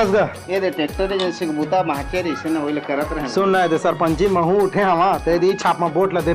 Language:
Chhattisgarhi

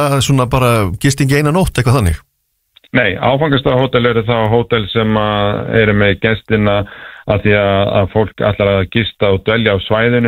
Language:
Icelandic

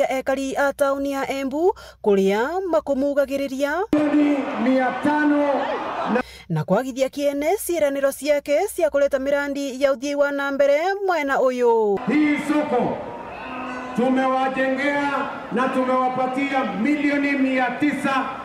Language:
Meru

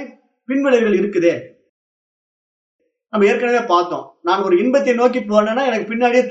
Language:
Tamil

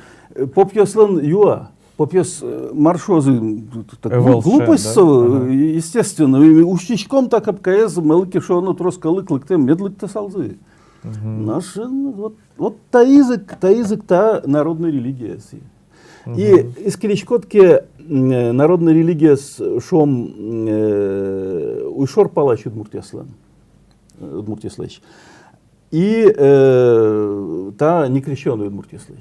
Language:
Udmurt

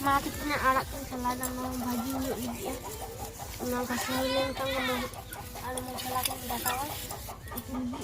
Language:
Santali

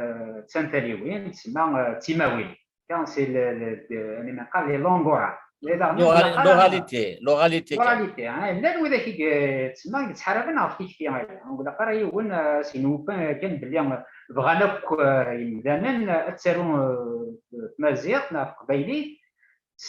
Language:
Kabyle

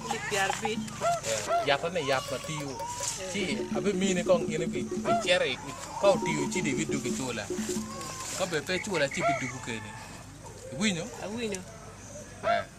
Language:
Acoli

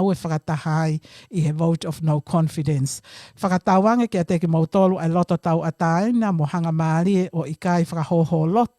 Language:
Tongan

